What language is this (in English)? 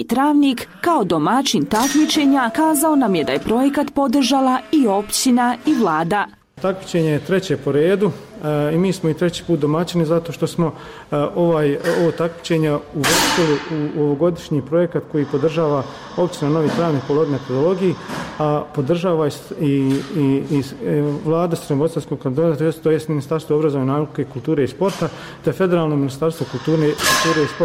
Bosnian